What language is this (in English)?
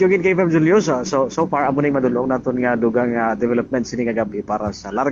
Hiligaynon